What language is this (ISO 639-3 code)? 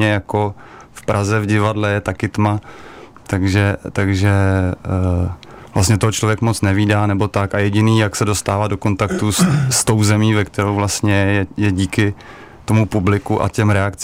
ces